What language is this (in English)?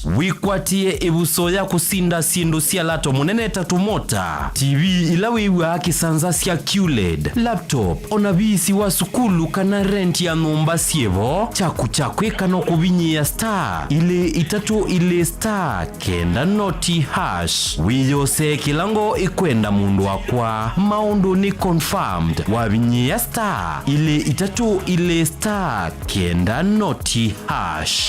Kamba